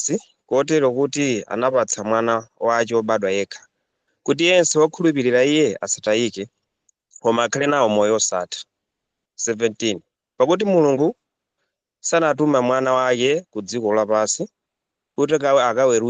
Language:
Nyanja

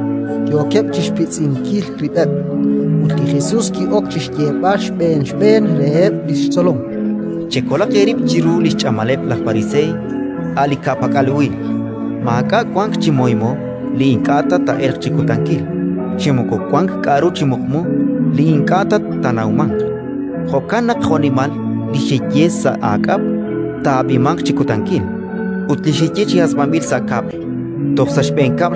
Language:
Kekchí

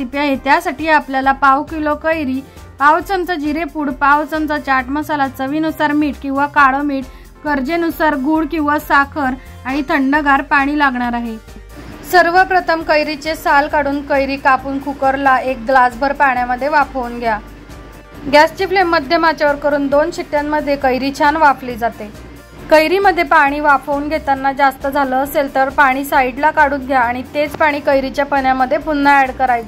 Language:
Marathi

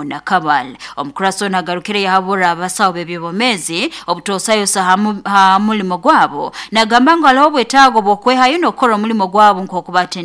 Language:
Nyoro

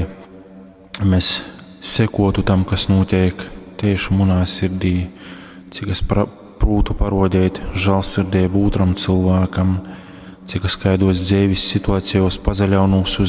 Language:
Latgalian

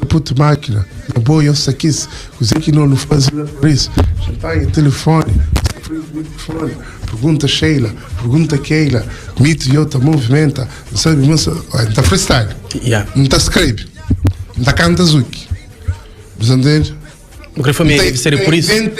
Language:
Kabuverdianu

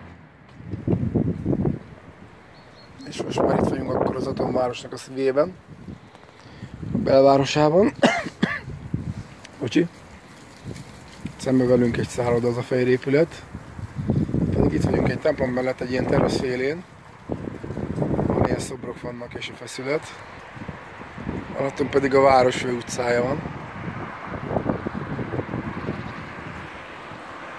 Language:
Hungarian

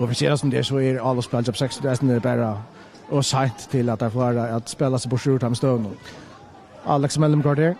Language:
Faroese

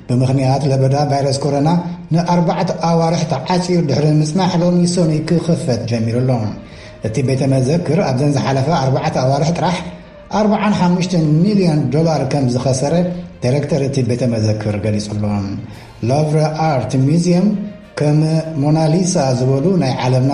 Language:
Tigrinya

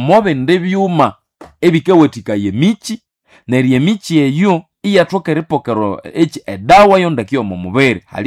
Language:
Nande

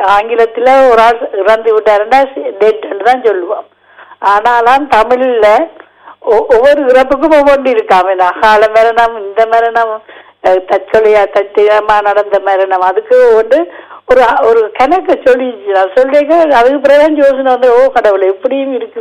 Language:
Tamil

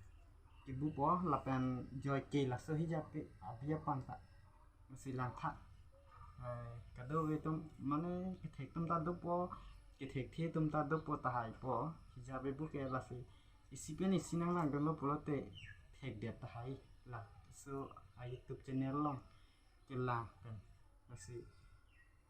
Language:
Karbi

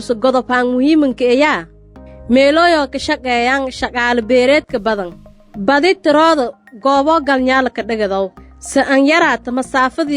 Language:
Somali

